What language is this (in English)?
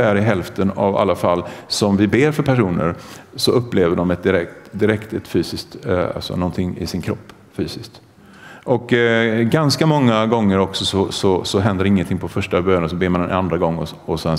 Swedish